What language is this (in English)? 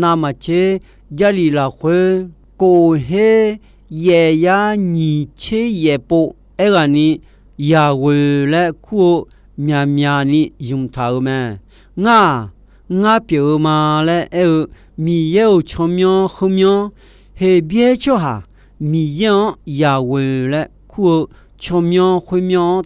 Akha